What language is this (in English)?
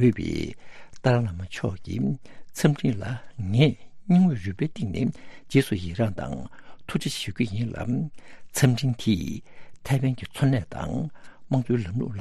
Tibetan